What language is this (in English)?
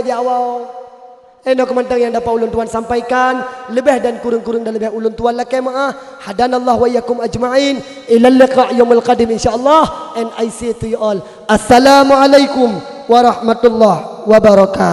Achinese